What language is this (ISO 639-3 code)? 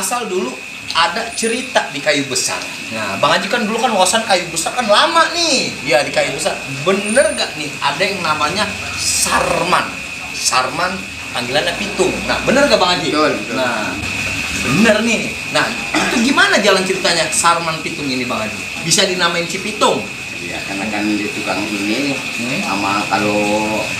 bew